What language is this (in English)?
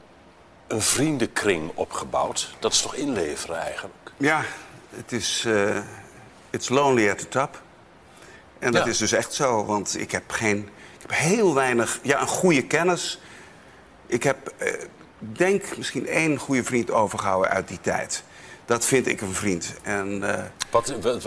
Dutch